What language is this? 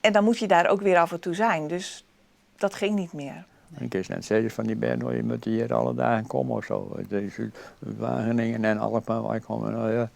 Western Frisian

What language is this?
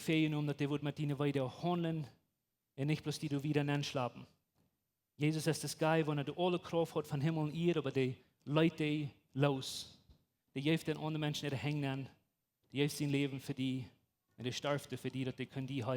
Plautdietsch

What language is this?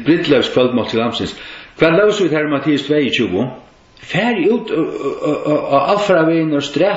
Faroese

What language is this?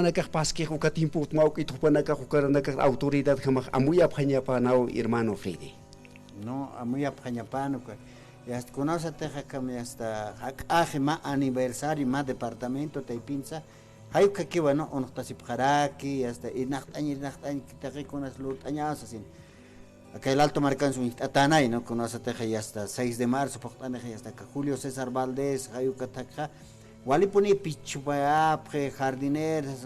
Aymara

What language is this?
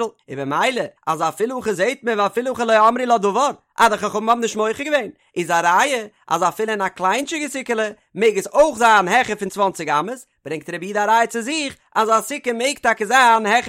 Yiddish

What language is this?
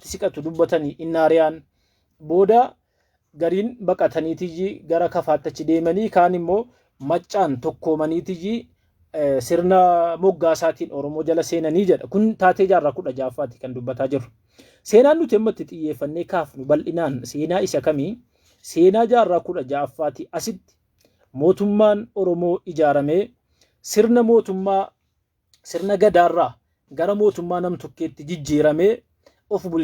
Oromo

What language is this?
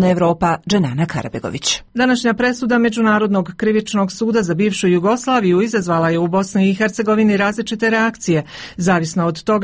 Croatian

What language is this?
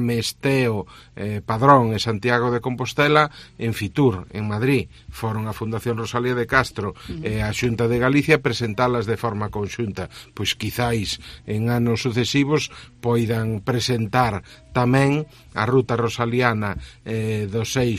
Galician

